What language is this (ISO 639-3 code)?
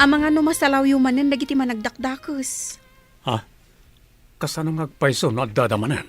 ilo